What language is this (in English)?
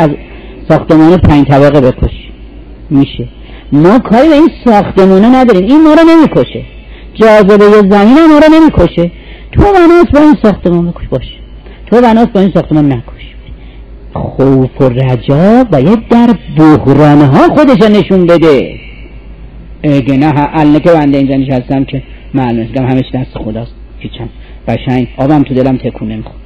Persian